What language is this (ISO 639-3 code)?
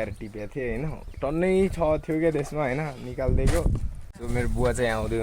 nep